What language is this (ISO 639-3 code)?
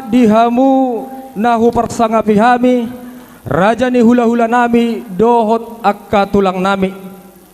bbc